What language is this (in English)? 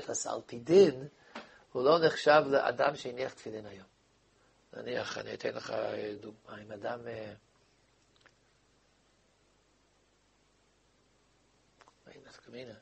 Hebrew